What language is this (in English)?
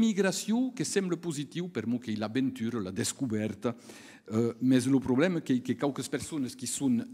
Occitan